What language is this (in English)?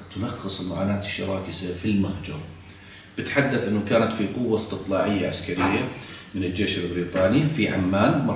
South Levantine Arabic